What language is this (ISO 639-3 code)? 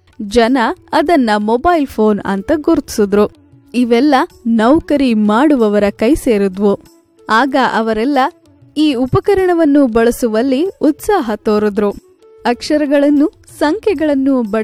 kan